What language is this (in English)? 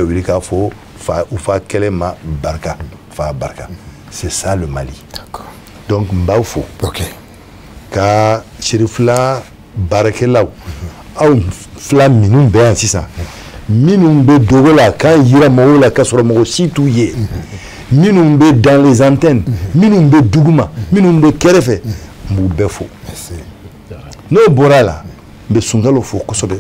Bambara